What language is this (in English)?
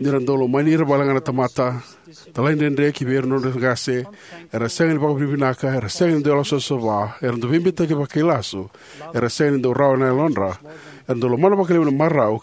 Fijian